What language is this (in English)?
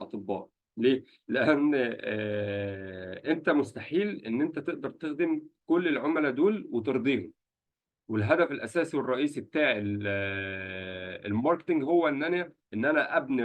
Egyptian Arabic